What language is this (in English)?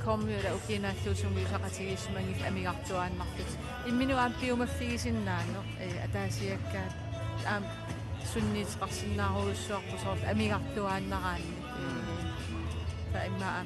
Kalaallisut